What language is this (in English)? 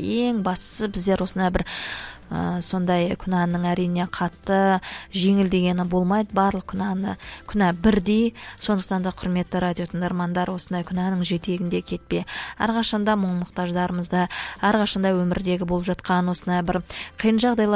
Kazakh